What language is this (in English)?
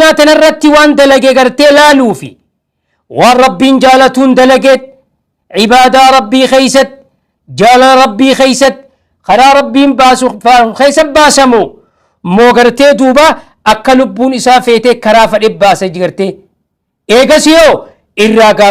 Oromo